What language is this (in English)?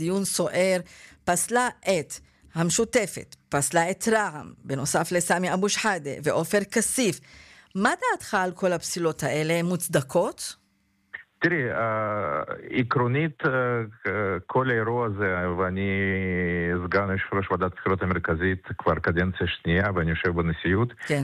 Hebrew